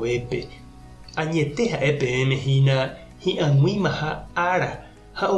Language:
Guarani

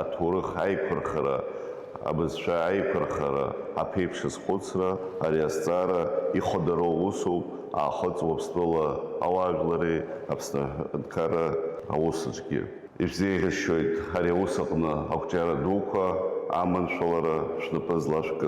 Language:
Abkhazian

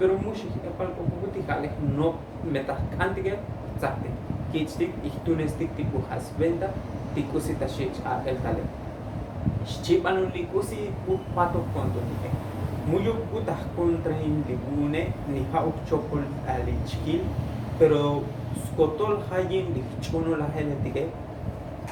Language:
Tzotzil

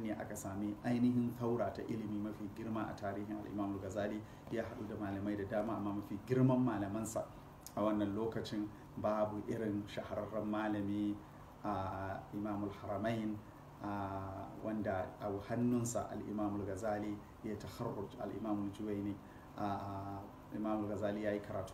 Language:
Hausa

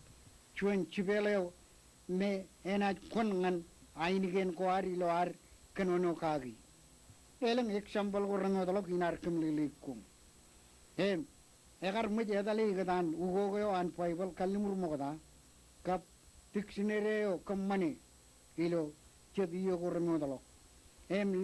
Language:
Marshallese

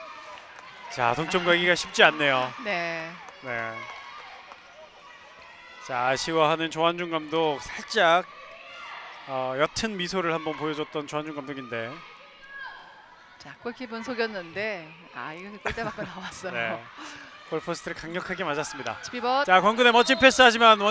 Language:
Korean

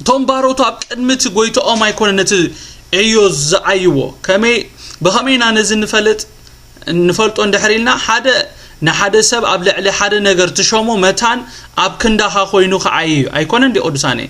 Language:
Tigrinya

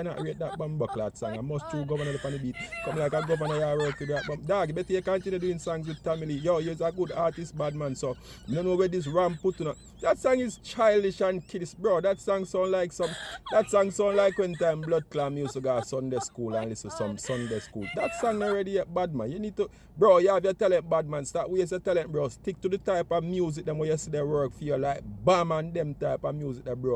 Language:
Jamaican Creole English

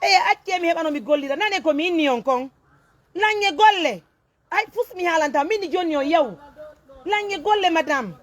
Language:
Pular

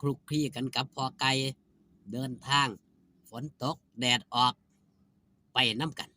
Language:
Lao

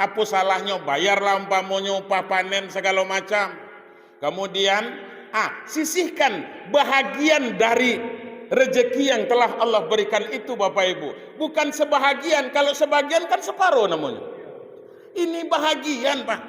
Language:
Minangkabau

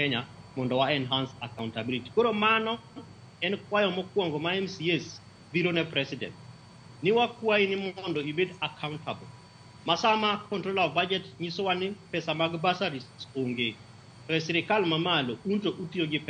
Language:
Luo (Kenya and Tanzania)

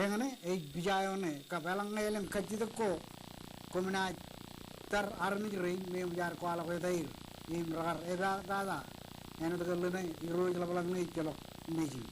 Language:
Marshallese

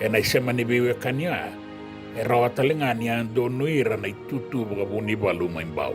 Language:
Fijian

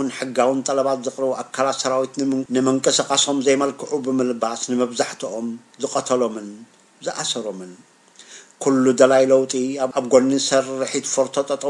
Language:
Tigrinya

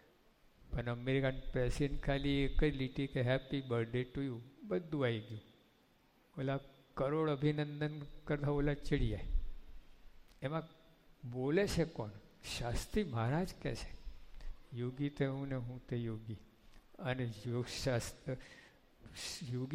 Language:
Gujarati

